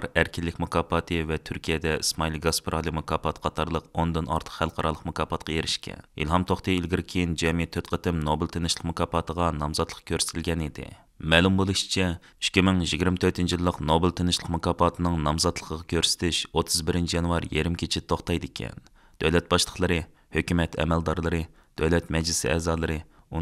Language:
Uyghur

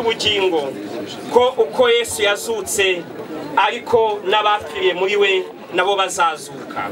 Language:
Kinyarwanda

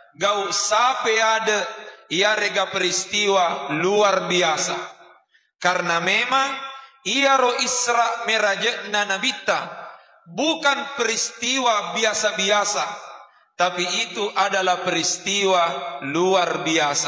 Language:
Buginese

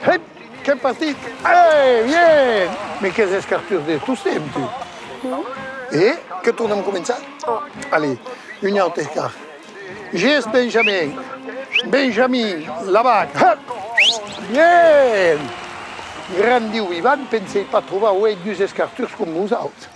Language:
Occitan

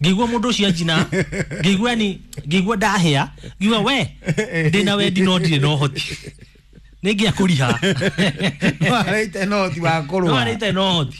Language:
Kikuyu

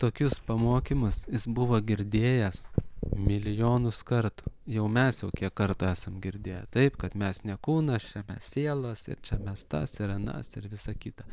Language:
Lithuanian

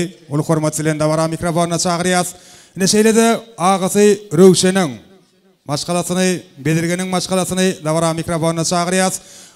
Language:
Turkmen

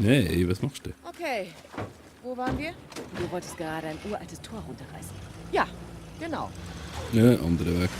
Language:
Swiss German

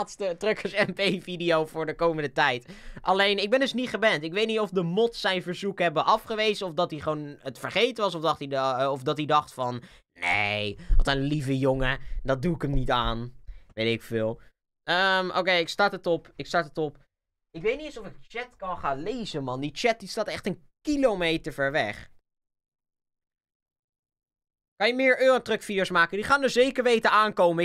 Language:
Dutch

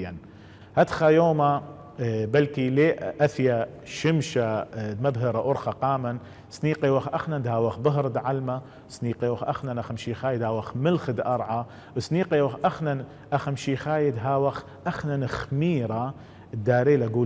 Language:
Assyrian Neo-Aramaic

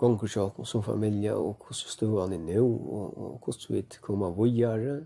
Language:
Faroese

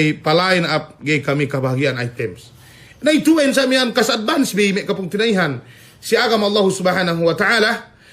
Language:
Yakan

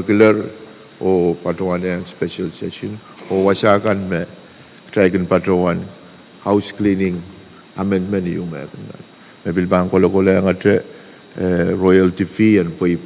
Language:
Pohnpeian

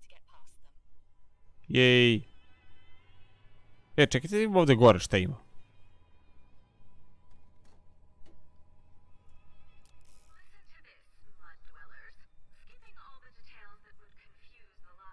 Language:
Croatian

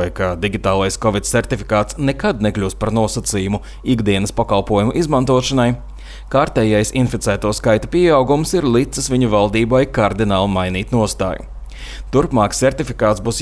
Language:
Latvian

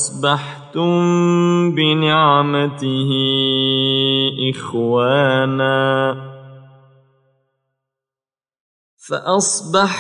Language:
Arabic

